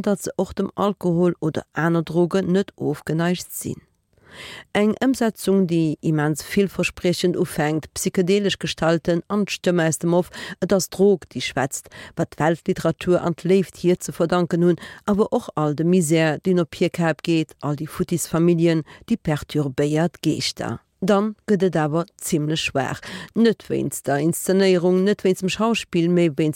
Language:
Luxembourgish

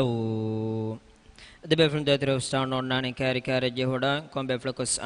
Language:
Divehi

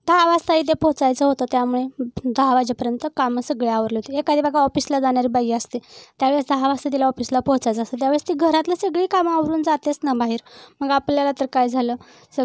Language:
Marathi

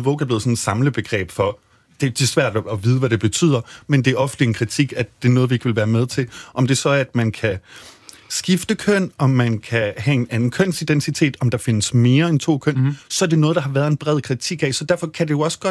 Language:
Danish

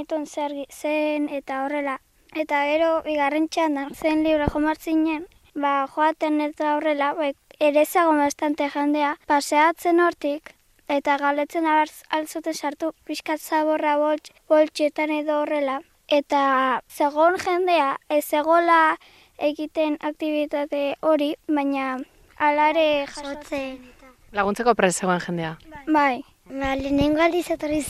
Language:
Basque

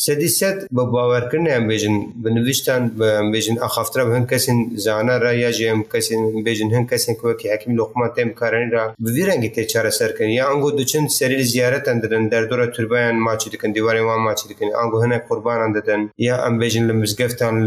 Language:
Kurdish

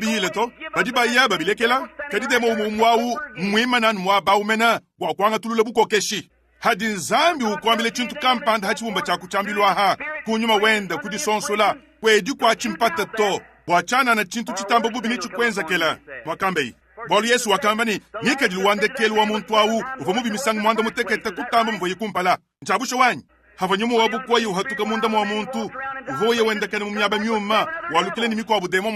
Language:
Luba-Lulua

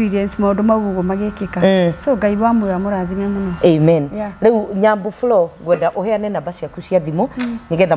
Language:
Kikuyu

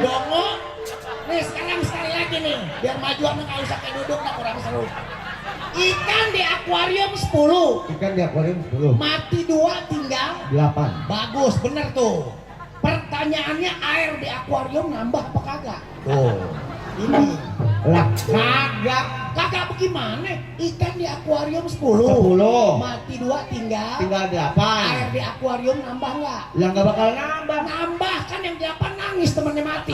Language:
Betawi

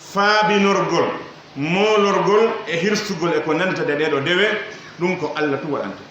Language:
Pular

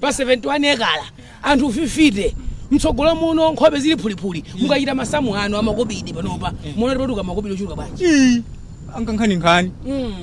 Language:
Nyanja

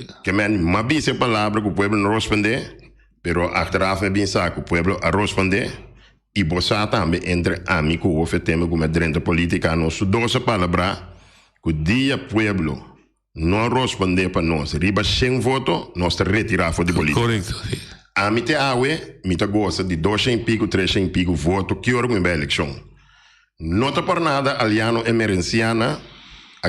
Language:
Papiamento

